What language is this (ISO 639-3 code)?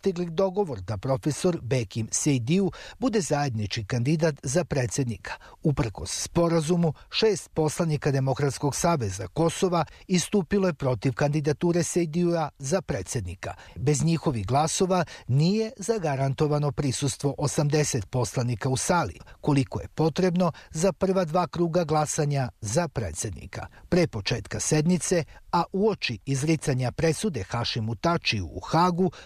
srp